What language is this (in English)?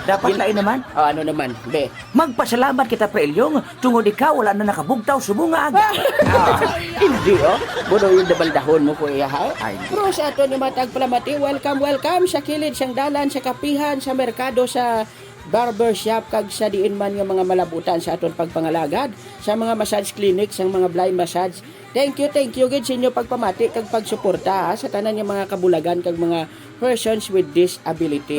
Hiligaynon